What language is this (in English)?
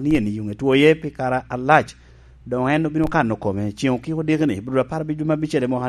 Lango (Uganda)